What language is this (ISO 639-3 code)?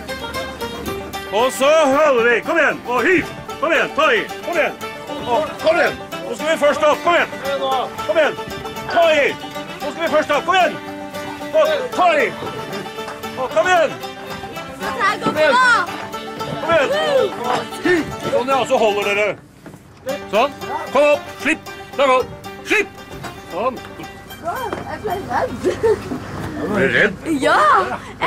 nor